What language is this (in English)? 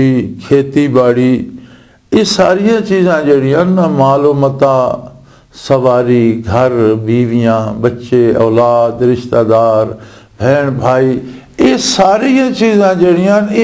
Western Panjabi